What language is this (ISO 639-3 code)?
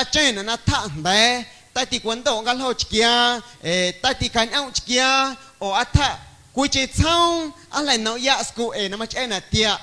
amu